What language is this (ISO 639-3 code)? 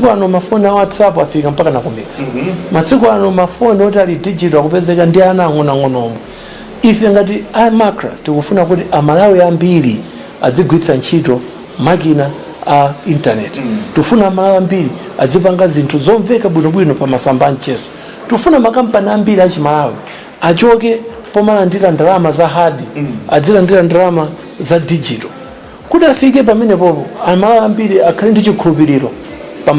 nya